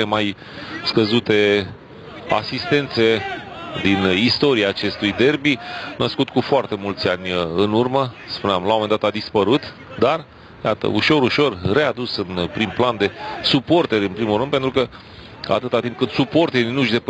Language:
Romanian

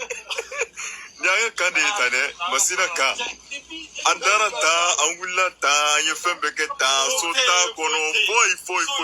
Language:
Bambara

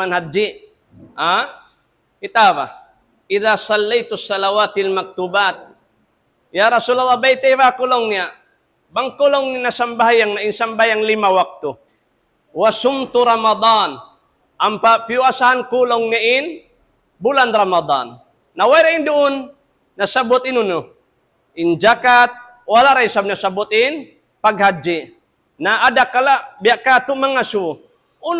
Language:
Tausug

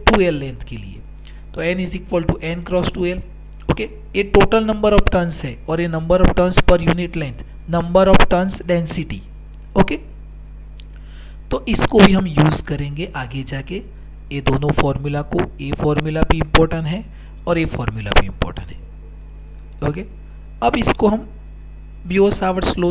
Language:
Hindi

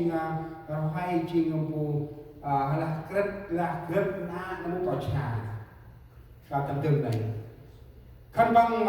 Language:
Central Mnong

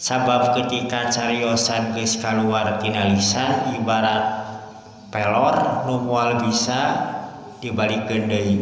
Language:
Sundanese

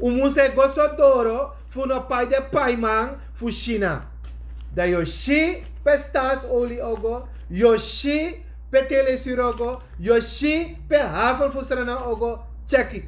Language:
Sranan Tongo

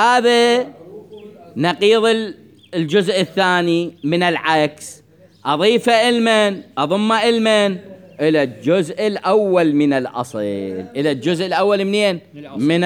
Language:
Mesopotamian Arabic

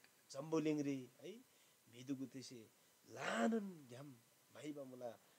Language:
Eastern Tamang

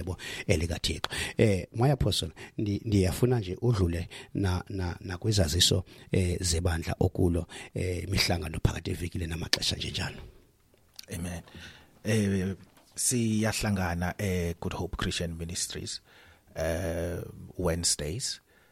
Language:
Xhosa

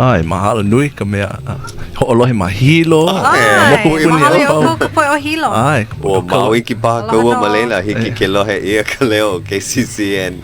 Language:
Hawaiian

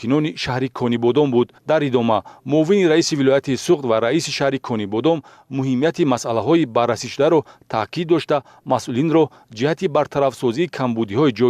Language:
Tajik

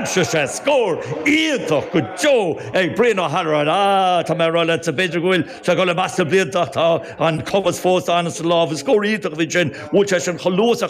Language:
Irish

